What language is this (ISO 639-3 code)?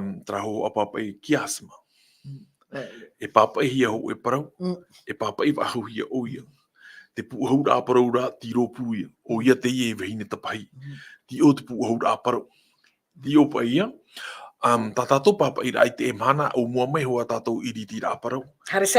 tah